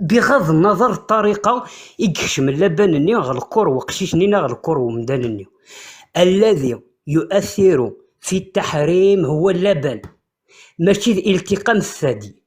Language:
Kabyle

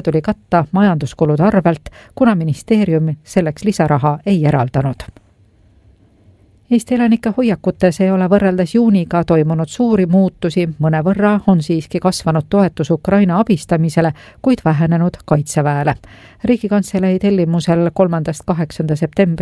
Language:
Estonian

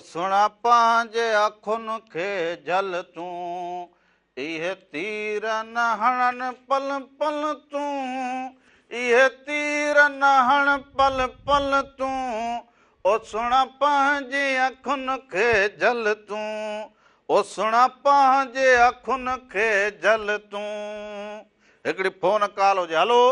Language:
Sindhi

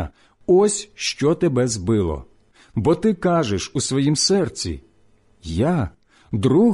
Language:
Ukrainian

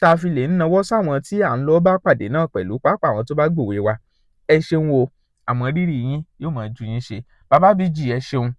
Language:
Yoruba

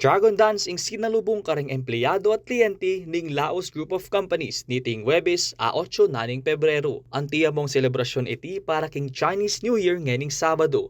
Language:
Pampanga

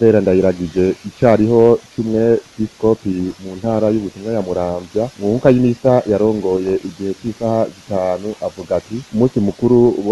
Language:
Rundi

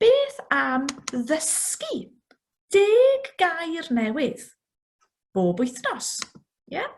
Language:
Welsh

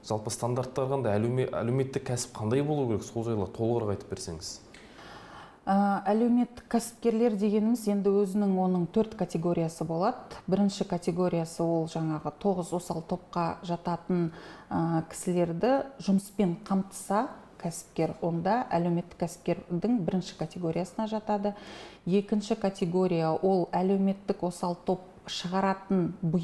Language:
Kazakh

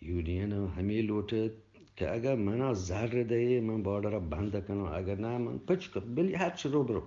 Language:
Eastern Balochi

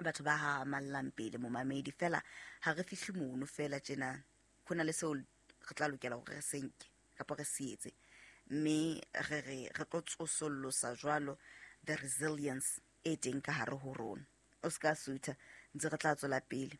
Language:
Southern Sotho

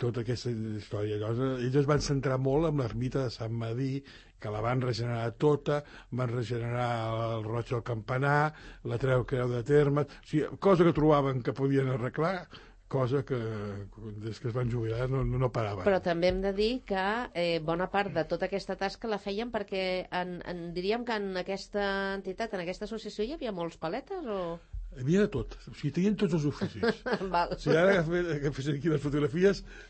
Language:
Catalan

